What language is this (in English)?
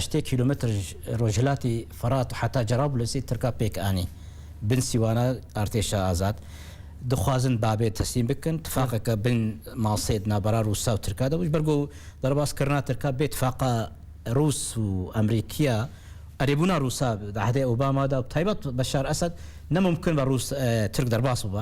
Kurdish